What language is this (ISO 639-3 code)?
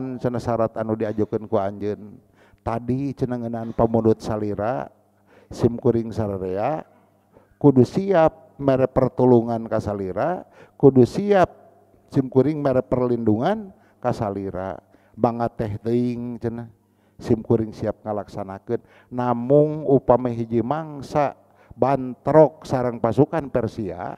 sun